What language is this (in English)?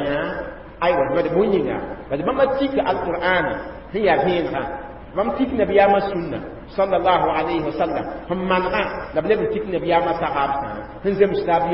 Mossi